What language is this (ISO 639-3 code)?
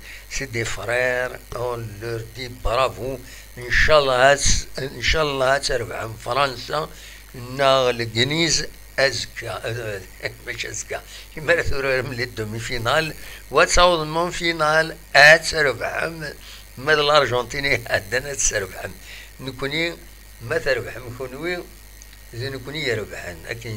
kab